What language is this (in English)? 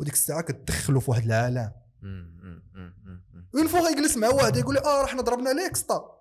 Moroccan Arabic